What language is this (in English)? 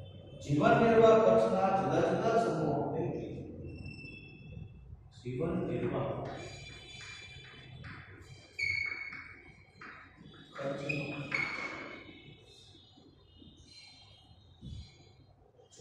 Gujarati